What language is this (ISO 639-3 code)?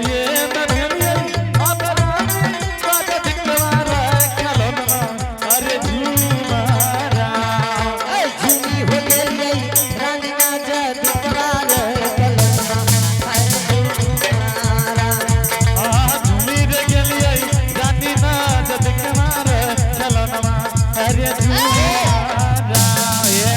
anp